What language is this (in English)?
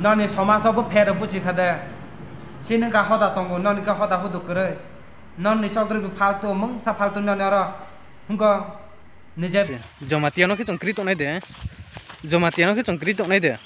Riang (India)